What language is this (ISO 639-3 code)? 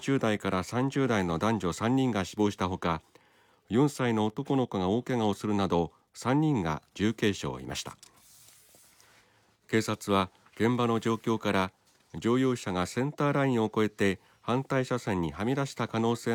jpn